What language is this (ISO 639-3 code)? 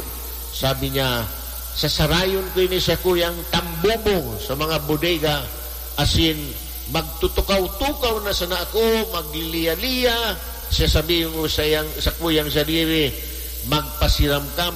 bik